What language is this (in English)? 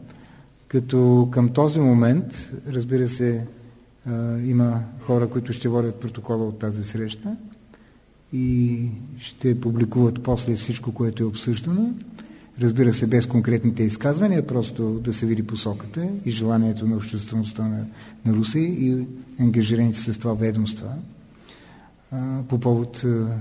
Bulgarian